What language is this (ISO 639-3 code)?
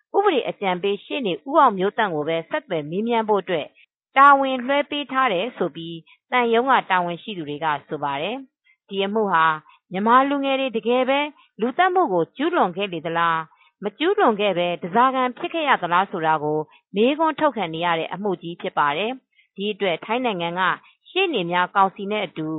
mya